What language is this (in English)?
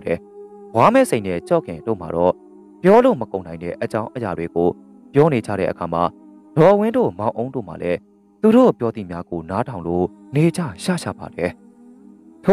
Burmese